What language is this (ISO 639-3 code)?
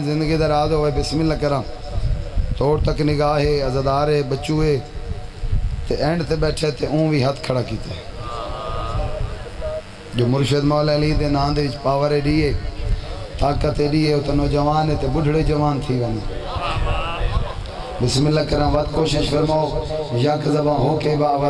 skr